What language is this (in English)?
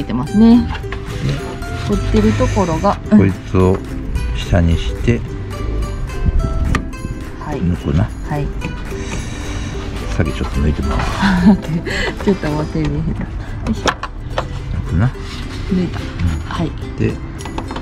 Japanese